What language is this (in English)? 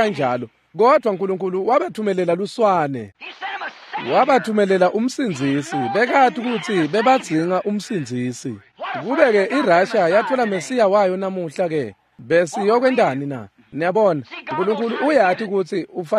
Swati